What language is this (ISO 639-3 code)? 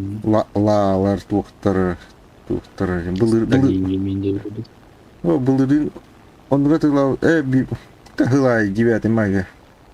sah